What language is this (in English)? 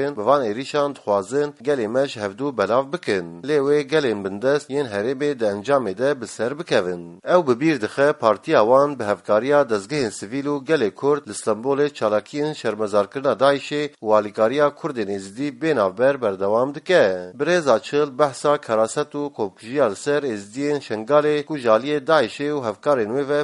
Kurdish